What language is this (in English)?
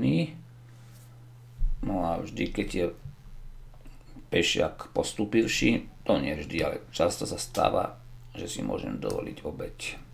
Slovak